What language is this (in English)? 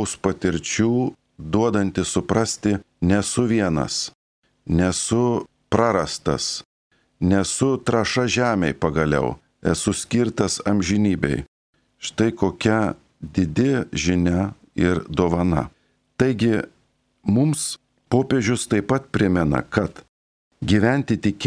Lithuanian